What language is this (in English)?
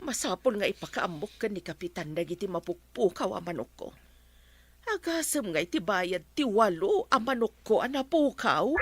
Iloko